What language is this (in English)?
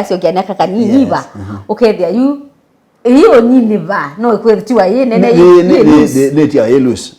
Kamba